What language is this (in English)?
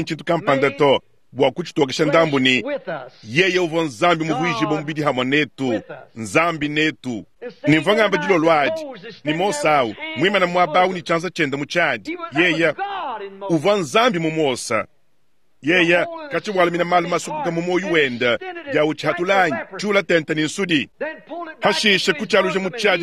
Luba-Lulua